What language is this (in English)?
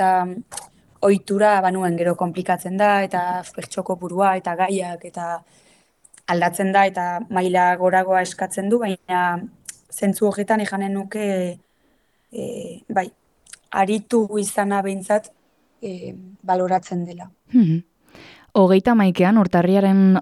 Basque